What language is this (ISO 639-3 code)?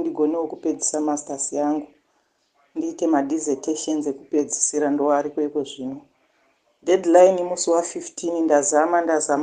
sna